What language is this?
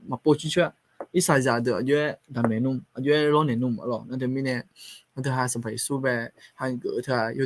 Akha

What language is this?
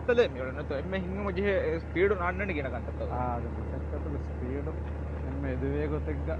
Divehi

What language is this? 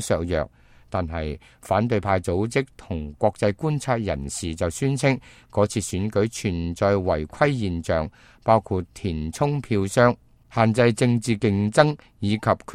Cantonese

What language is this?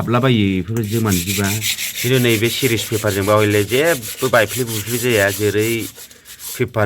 Bodo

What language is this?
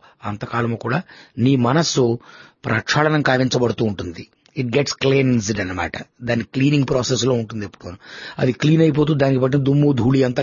Telugu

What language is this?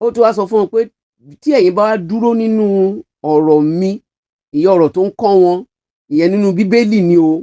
Yoruba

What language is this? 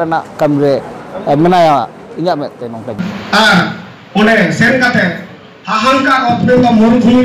Santali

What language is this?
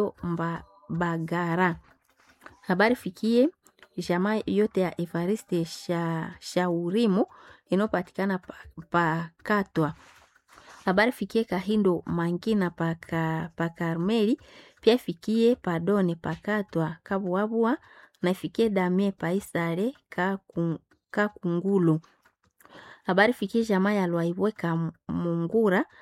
Swahili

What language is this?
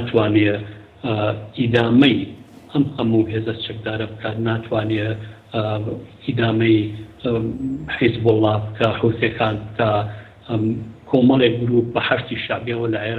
Central Kurdish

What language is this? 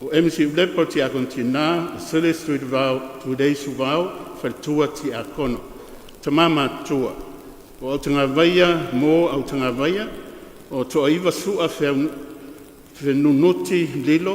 Samoan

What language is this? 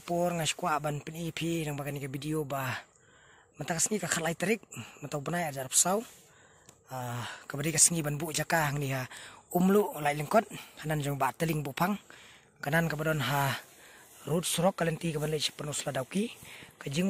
Khasi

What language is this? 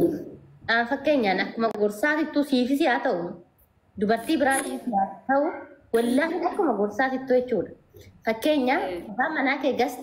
Oromo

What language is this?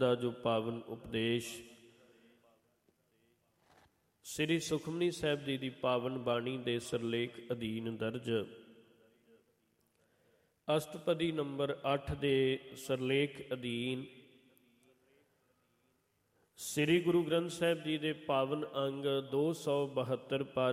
Punjabi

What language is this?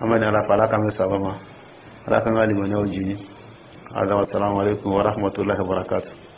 Dyula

